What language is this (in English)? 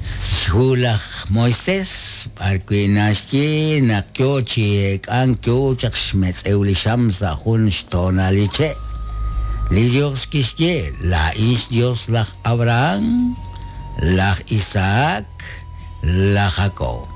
Kekchí